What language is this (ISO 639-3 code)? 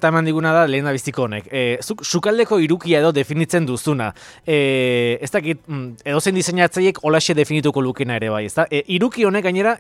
eus